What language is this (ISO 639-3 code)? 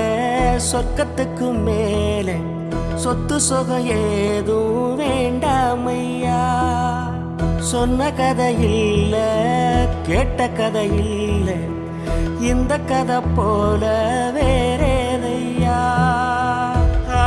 tam